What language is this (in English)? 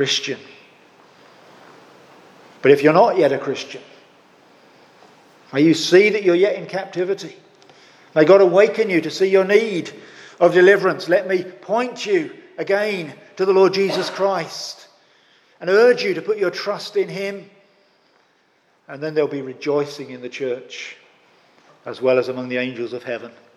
English